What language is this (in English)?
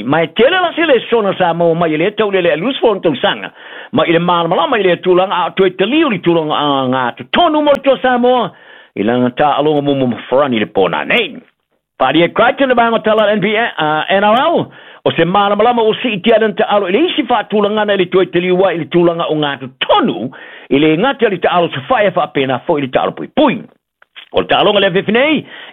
Samoan